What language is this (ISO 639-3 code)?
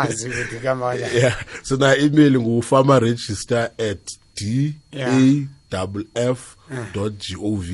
nbl